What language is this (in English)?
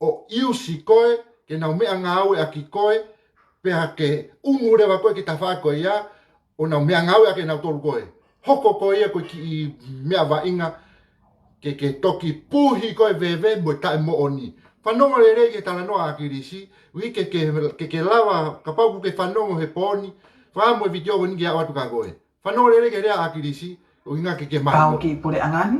Tongan